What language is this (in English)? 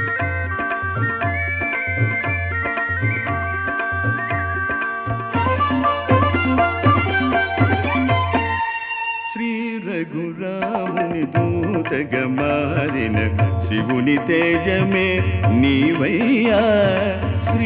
Telugu